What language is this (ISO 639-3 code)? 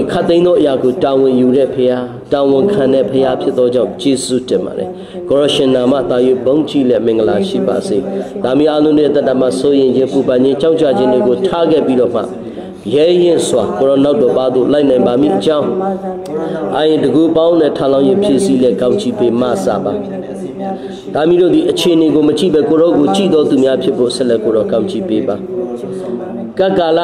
mya